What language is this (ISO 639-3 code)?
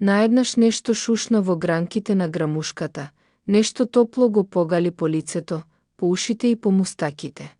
mkd